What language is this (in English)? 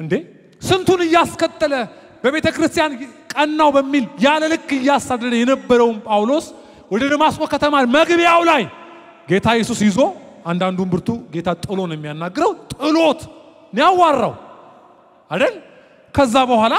Amharic